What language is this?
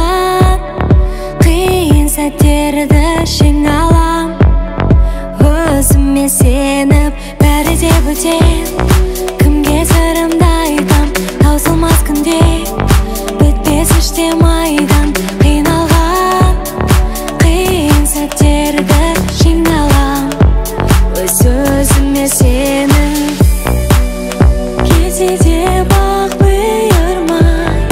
Kazakh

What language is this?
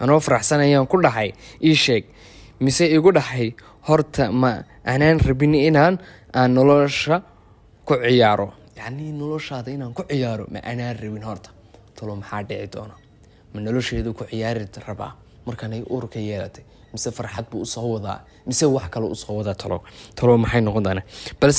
Somali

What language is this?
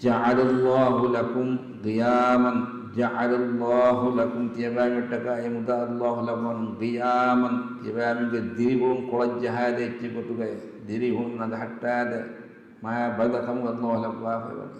Divehi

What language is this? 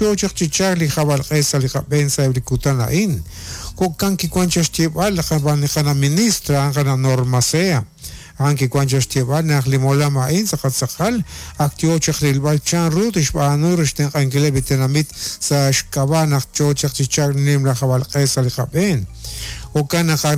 Kekchí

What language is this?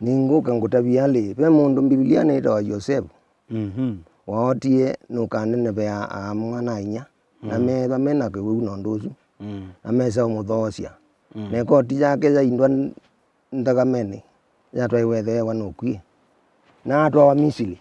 Kamba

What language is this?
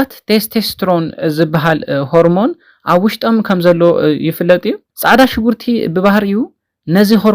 Tigrinya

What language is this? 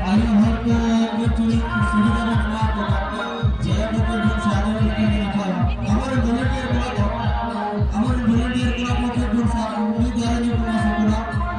Santali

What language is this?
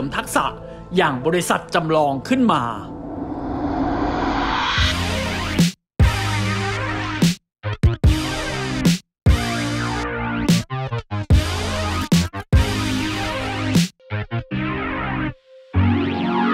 Thai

